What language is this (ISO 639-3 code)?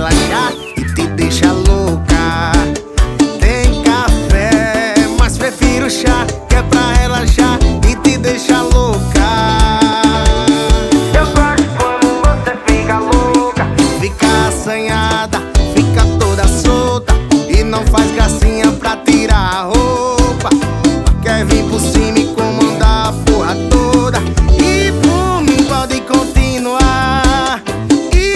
por